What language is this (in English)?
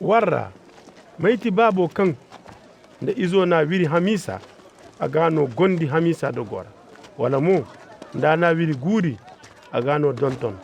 Zarma